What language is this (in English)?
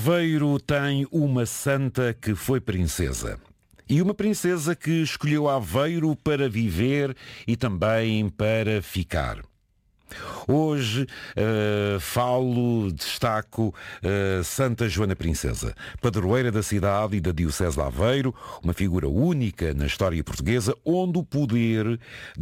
Portuguese